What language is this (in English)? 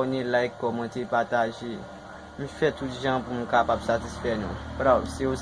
Haitian Creole